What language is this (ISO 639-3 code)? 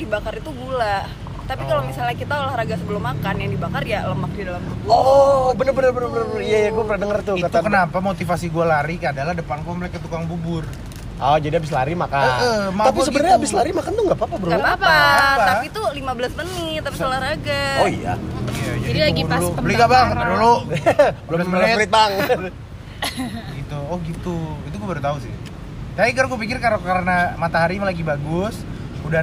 ind